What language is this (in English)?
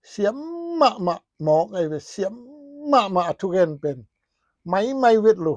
Tedim Chin